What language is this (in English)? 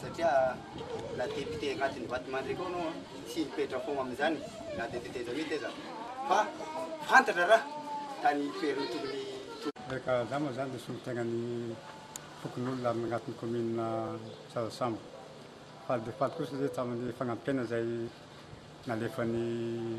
Malagasy